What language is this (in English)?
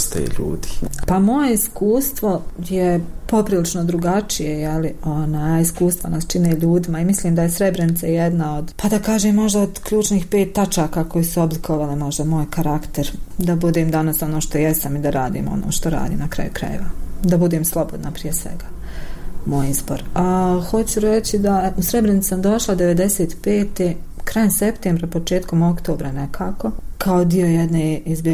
Bosnian